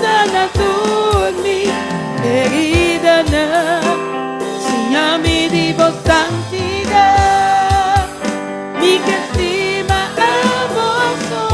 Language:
Papiamento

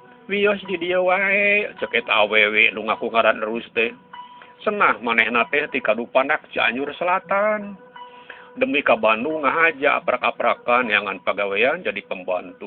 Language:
Sundanese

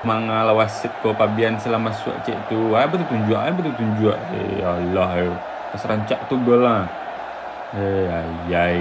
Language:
Minangkabau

